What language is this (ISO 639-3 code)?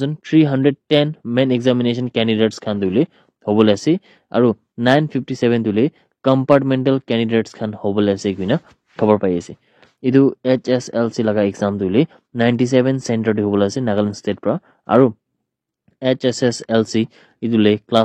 nag